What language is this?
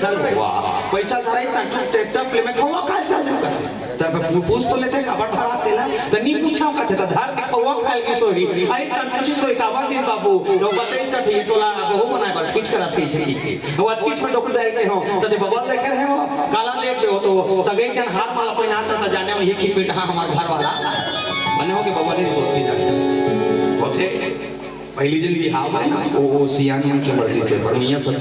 Chhattisgarhi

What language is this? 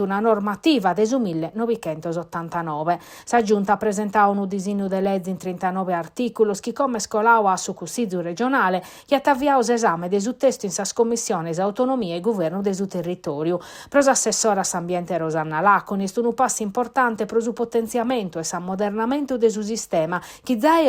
Sardinian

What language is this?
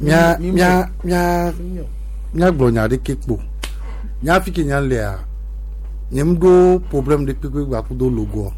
Gen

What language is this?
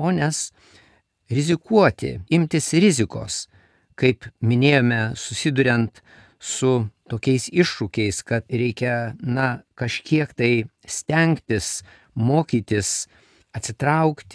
Lithuanian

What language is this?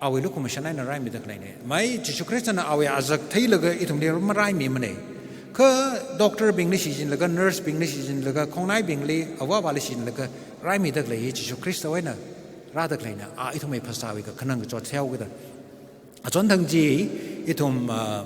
Tangkhul Naga (India)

